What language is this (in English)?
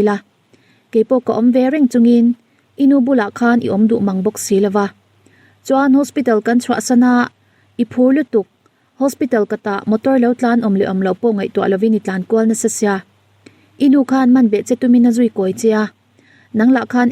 Mizo